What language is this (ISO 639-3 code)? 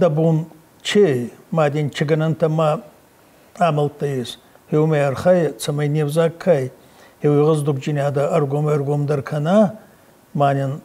oss